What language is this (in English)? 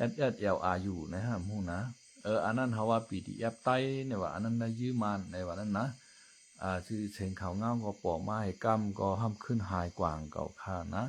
Shan